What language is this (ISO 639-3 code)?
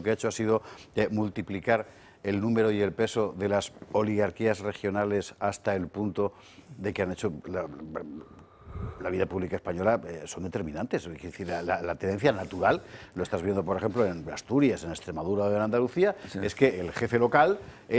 spa